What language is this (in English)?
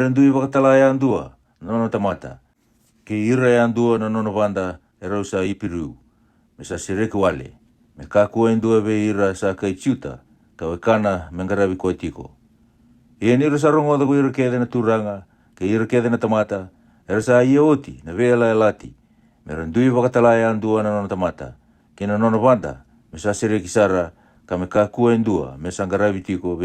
Fijian